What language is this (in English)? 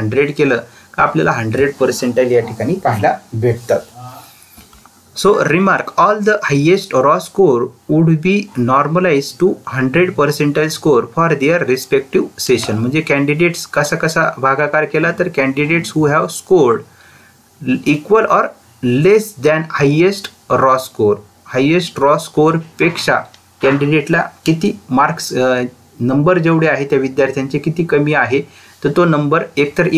Marathi